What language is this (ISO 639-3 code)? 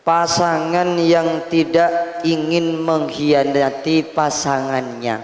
mad